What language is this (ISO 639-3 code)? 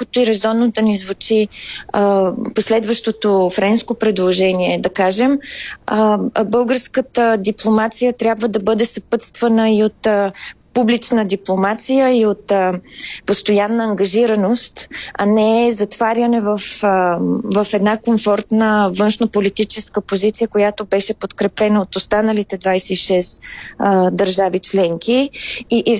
bul